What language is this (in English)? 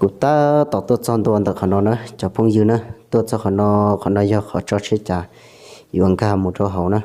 Hmong